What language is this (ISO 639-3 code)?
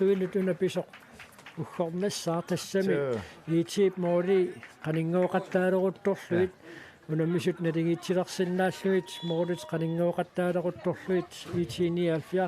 kal